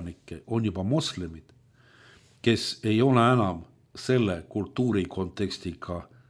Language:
Estonian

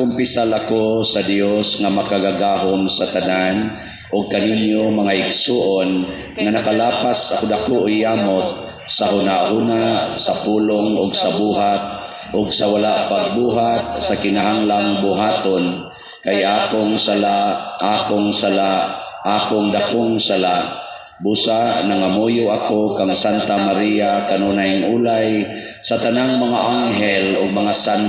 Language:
Cebuano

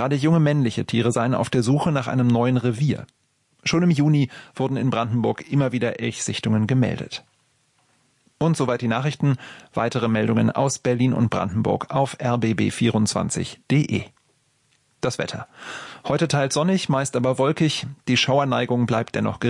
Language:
German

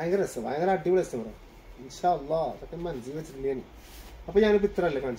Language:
Malayalam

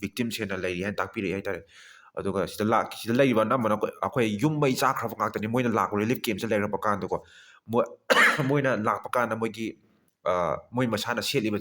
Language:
Manipuri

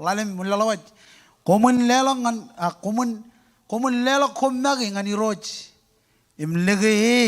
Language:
Marshallese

